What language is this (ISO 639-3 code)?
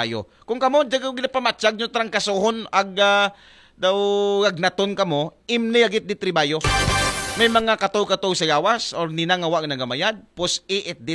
akl